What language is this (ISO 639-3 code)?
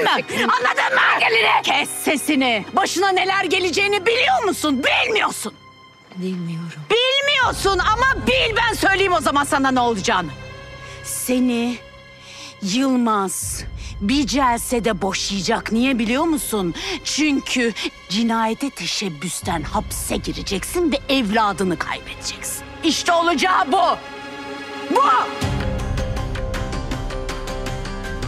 tur